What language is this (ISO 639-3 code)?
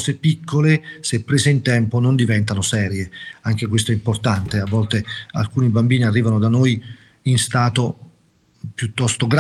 ita